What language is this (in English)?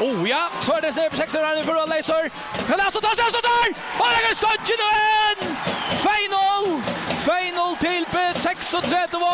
Faroese